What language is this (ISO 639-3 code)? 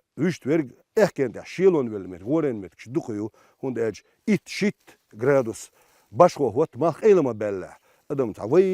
che